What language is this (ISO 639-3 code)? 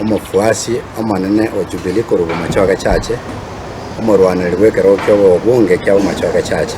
guz